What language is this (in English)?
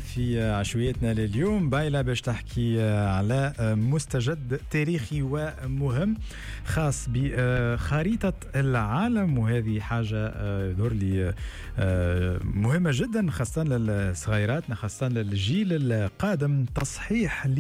Tunisian Arabic